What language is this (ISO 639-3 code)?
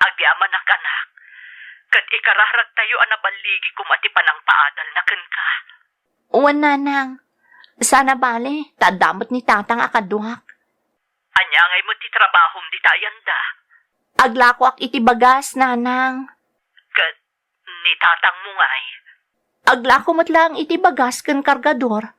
ilo